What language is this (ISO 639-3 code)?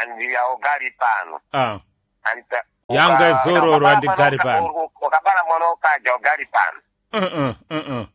seh